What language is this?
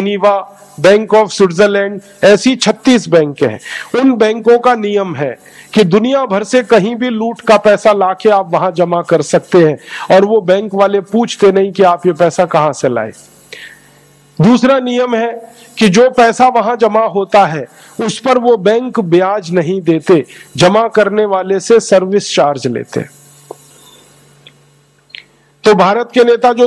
Hindi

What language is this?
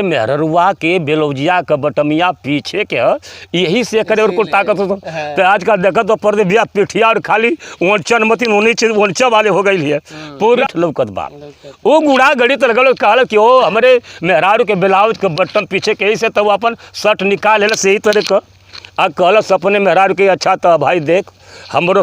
Bhojpuri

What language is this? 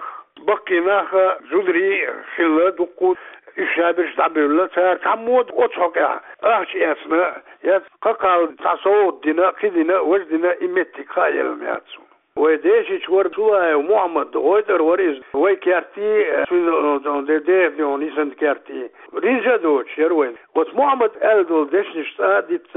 Chechen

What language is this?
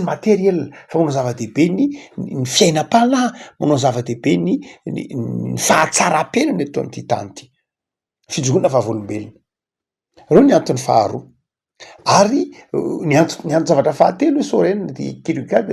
Malagasy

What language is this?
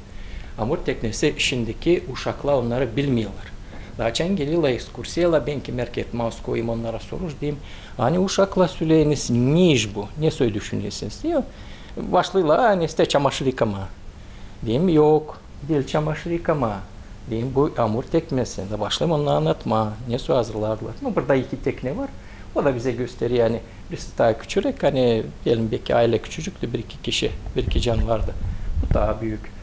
Gagauz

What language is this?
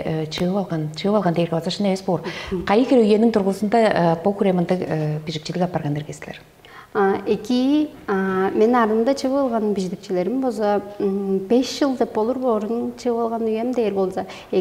Tuvinian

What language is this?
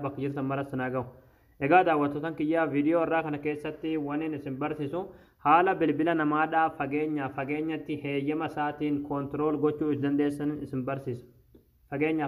Oromo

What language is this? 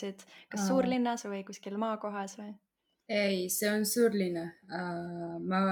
Estonian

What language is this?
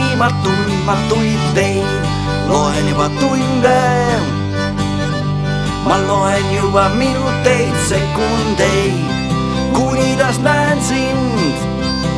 Estonian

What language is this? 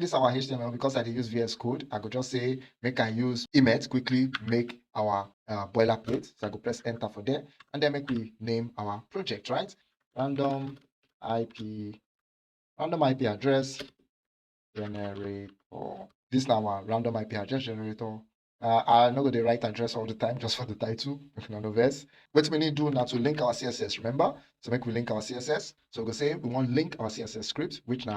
Nigerian Pidgin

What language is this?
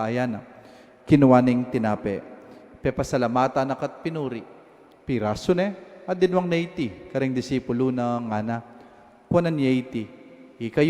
Pampanga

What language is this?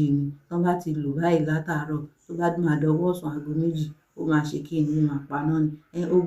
Yoruba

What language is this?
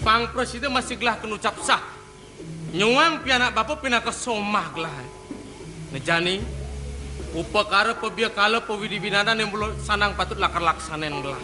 Balinese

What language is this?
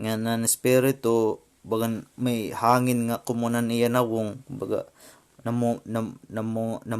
Waray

